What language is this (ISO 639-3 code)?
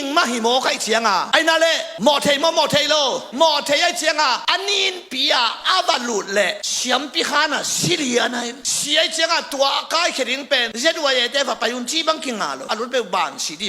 ctd